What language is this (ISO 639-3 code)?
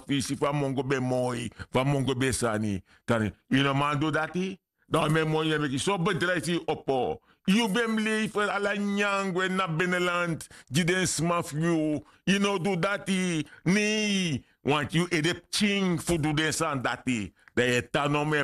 srn